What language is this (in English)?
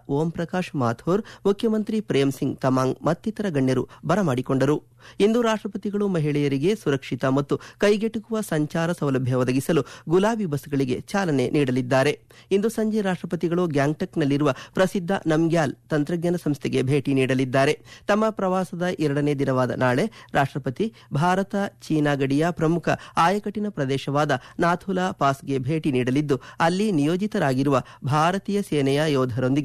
Kannada